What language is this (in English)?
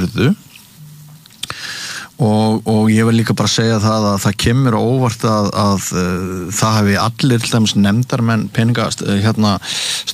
Icelandic